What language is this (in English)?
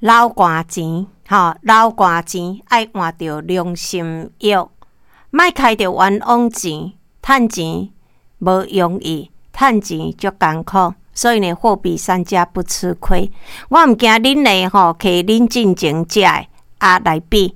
Min Nan Chinese